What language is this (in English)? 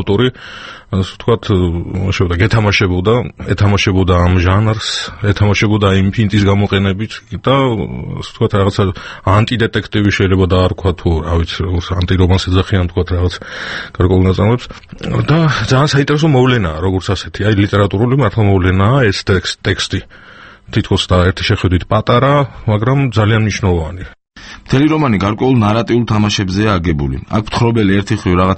Georgian